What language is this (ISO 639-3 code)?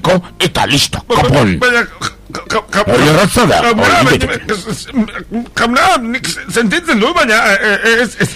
eus